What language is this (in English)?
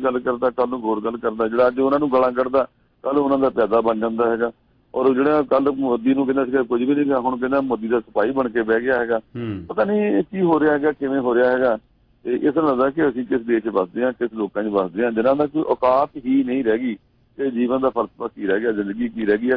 Punjabi